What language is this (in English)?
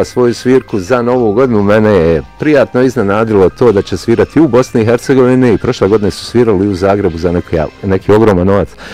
Bosnian